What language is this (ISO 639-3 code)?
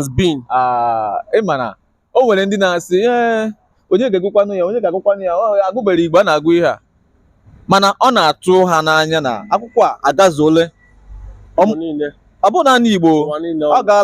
ibo